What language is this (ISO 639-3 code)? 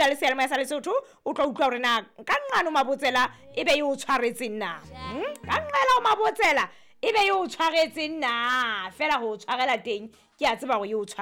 sot